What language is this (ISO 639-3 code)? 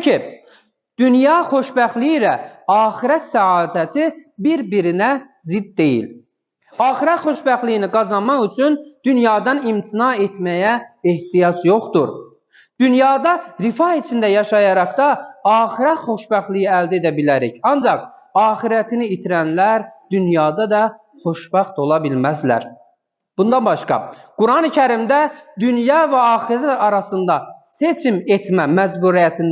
aze